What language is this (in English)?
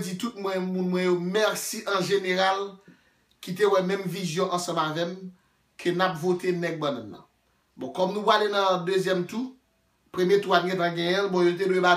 Haitian Creole